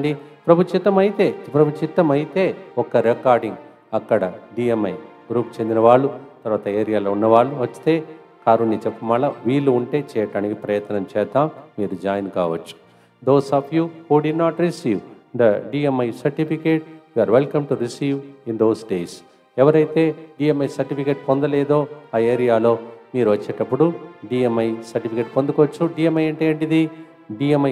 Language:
Telugu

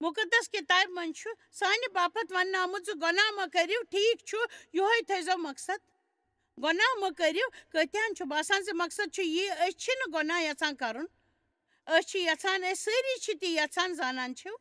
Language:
Kashmiri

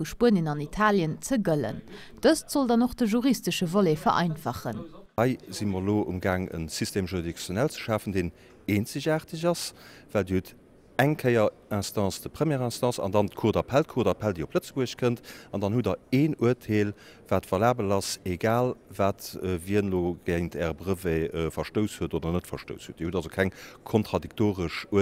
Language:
Luxembourgish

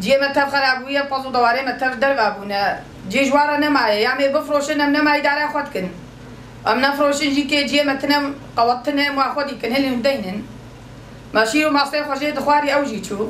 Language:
Kurdish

